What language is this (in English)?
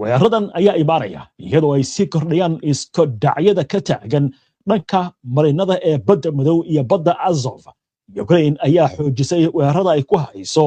Somali